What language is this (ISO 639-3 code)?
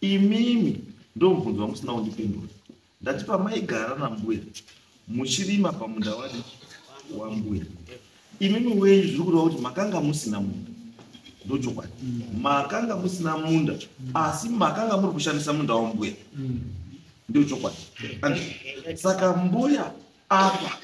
sna